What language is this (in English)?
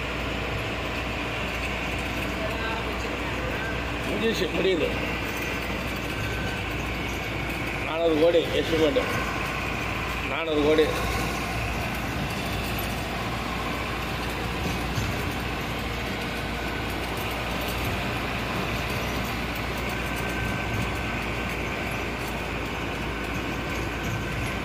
Tamil